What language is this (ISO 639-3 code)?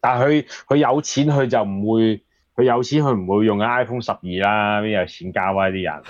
yue